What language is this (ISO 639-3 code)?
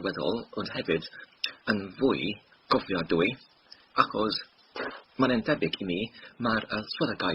cym